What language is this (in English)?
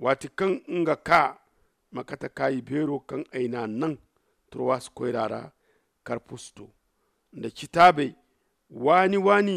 Zarma